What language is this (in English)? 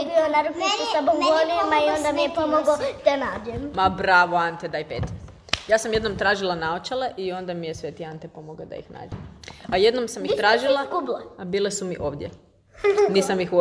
Serbian